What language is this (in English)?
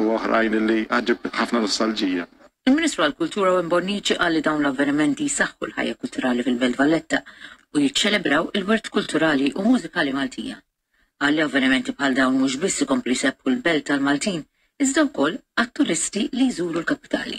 Maltese